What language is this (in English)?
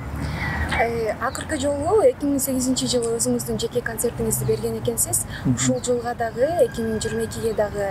Kyrgyz